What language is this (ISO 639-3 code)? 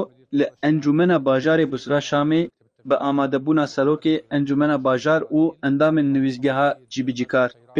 kur